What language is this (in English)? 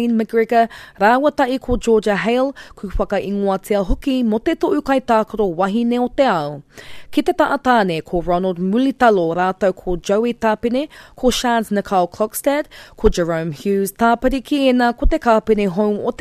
Māori